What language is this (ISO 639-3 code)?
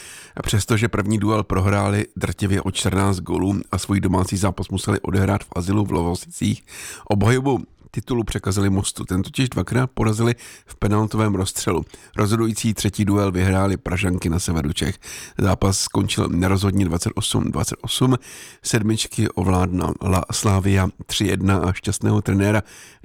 ces